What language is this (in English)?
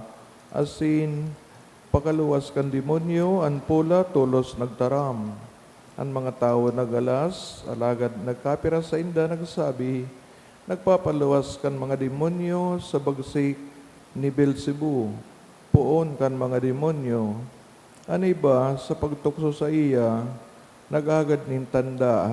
Bikol